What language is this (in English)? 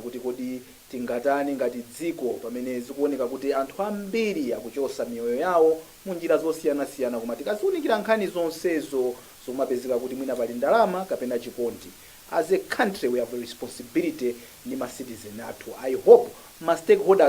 Nyanja